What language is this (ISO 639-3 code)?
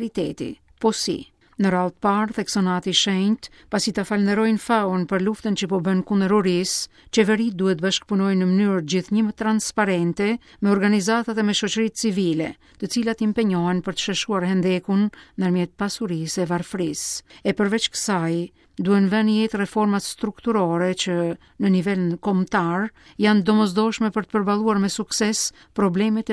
sqi